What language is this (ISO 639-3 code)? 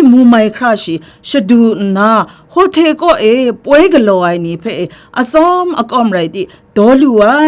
kac